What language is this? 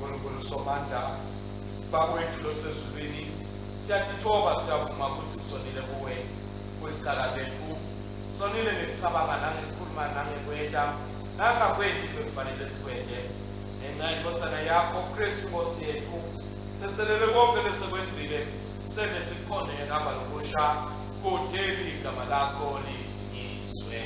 Swati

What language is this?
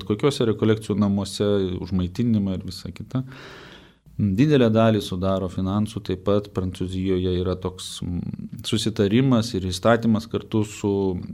Lithuanian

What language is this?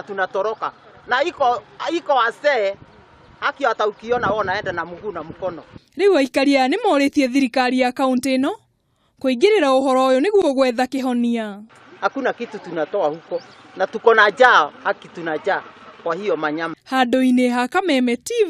Kikuyu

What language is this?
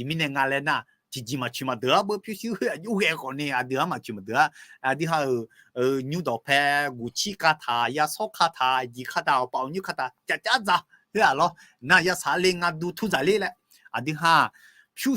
Akha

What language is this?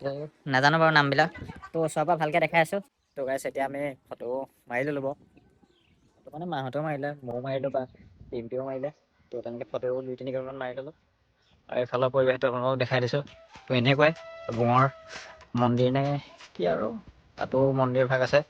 Assamese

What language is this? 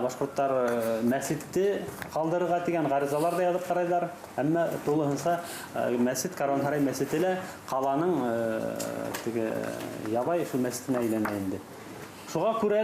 Bashkir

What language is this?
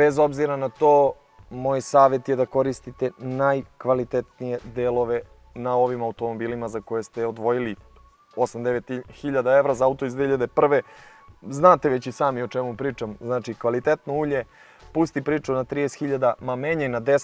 Serbian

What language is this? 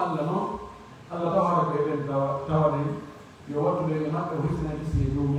Pular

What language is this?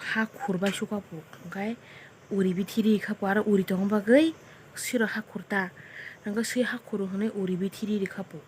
Kok Borok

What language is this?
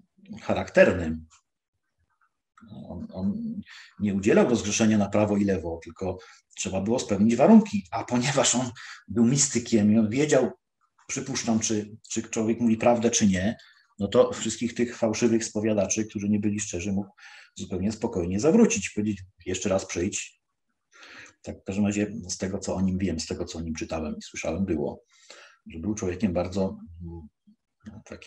Polish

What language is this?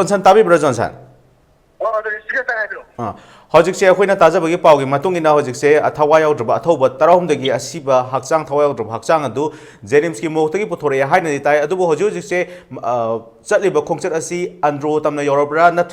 Manipuri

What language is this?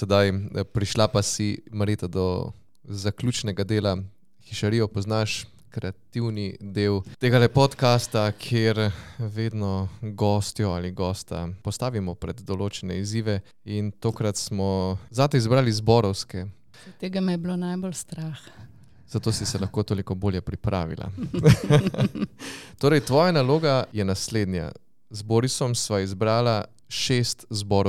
Slovenian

